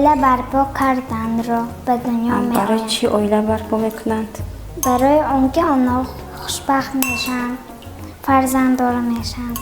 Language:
Tajik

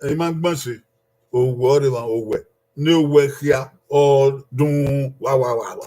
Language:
Bini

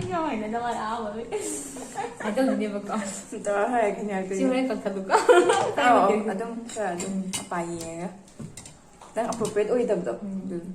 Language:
Manipuri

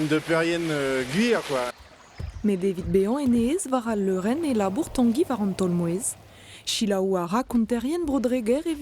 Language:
Breton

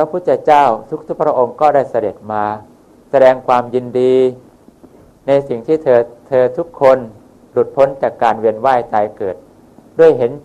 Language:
Thai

